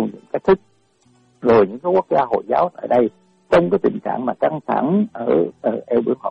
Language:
Vietnamese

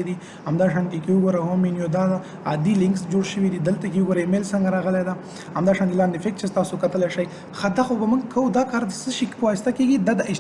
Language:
Pashto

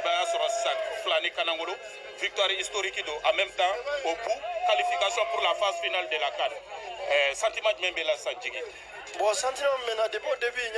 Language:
Bambara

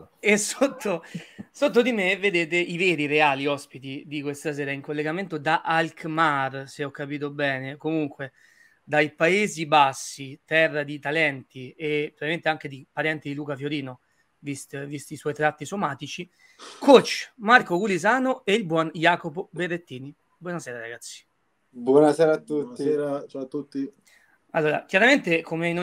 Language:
Italian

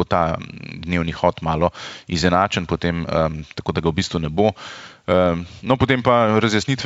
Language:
Slovenian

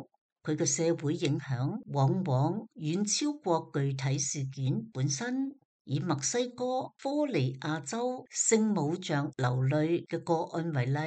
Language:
Cantonese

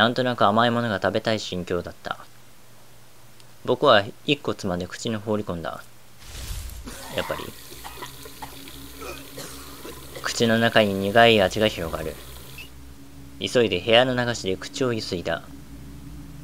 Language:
Japanese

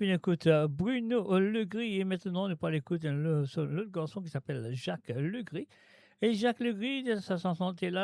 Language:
Morisyen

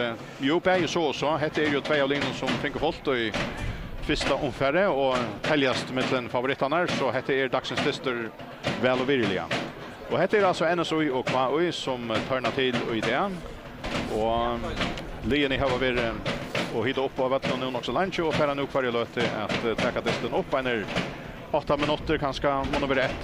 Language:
Faroese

